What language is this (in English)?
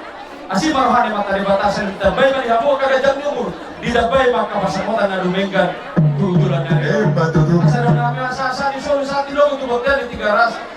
Batak Toba